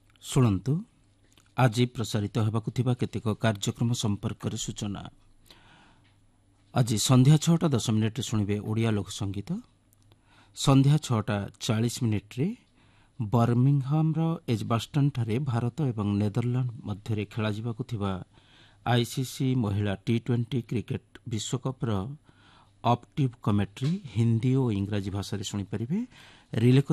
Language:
Odia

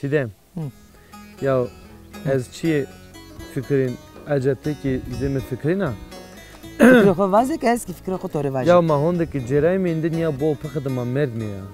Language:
Zaza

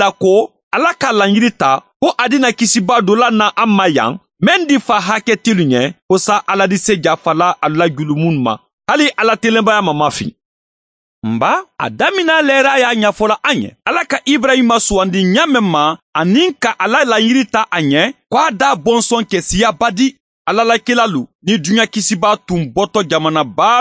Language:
Mandingo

